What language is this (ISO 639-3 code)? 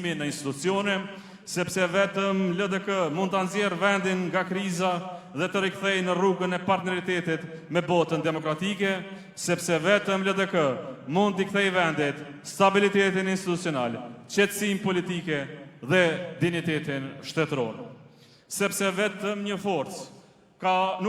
sqi